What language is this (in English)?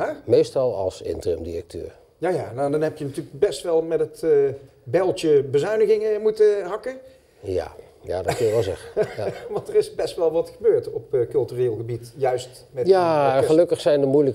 Dutch